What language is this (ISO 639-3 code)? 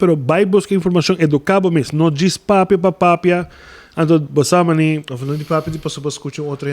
pap